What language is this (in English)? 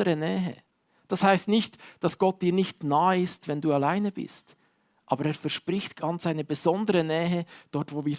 Swiss German